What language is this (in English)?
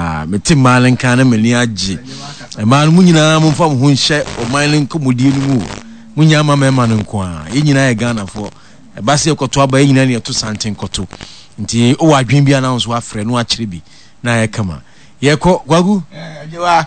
Akan